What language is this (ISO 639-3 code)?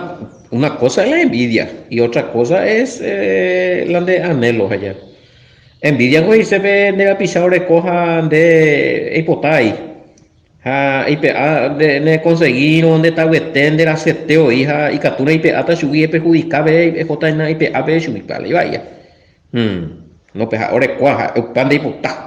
grn